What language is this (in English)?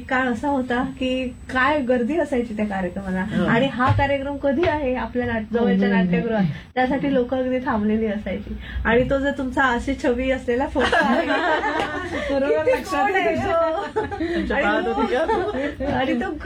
Marathi